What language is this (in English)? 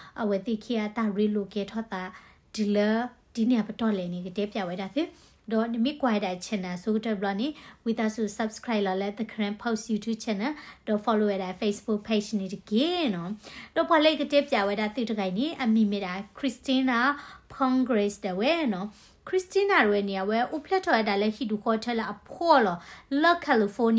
S'gaw Karen